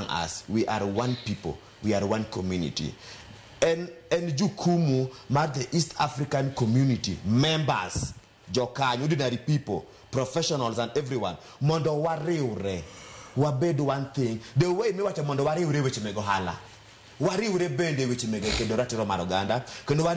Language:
Luo (Kenya and Tanzania)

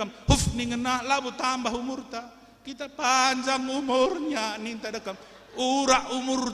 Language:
Batak Karo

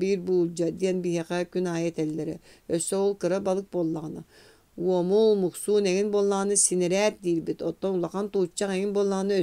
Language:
Yakut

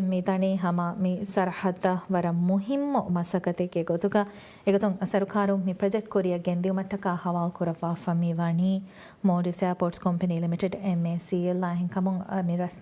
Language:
Divehi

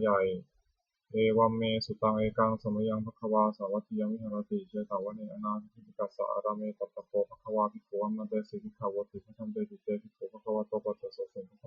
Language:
Pali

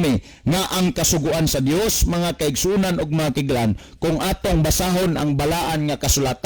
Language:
Cebuano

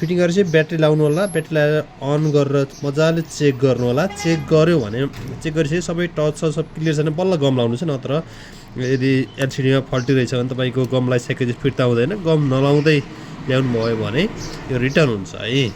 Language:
Nepali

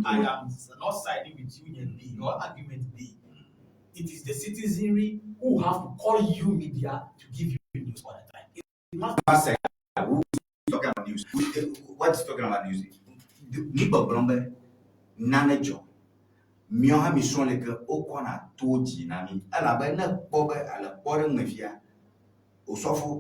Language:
Ewe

